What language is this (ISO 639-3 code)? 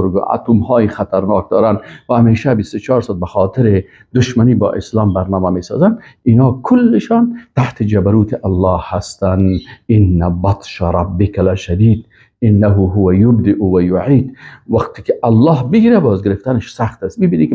fas